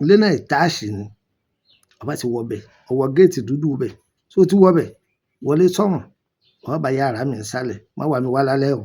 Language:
Yoruba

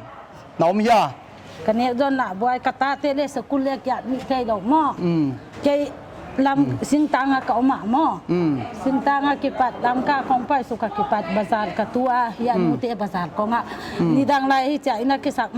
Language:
Paite Chin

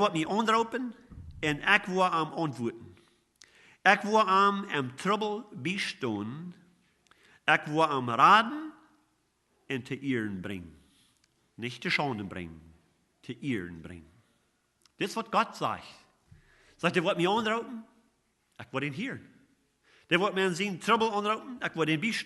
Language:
Plautdietsch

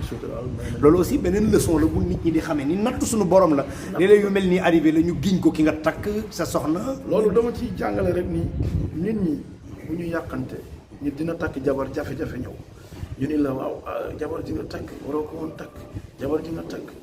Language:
Wolof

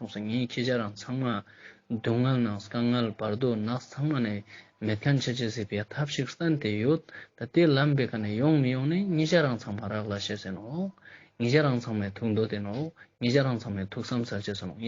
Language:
Ladakhi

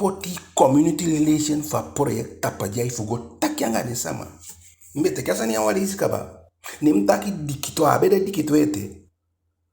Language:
Eastern Maroon Creole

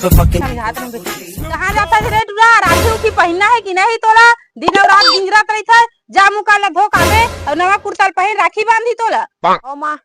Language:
Chhattisgarhi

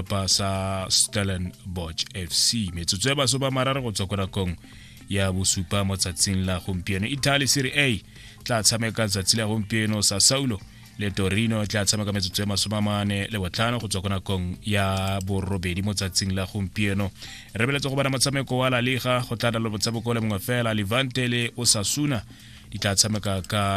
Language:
Tswana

